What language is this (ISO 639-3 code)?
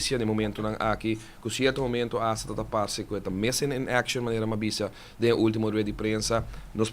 pap